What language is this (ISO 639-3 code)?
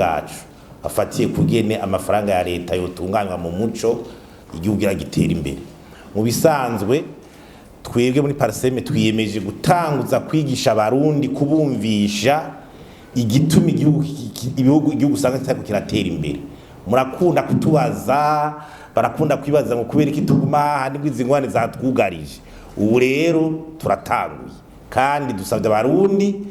run